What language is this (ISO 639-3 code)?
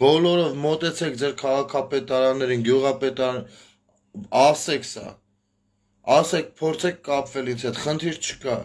hye